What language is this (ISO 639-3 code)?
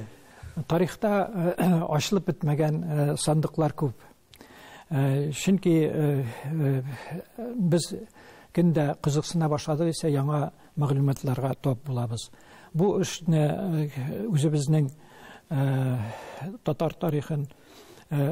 tat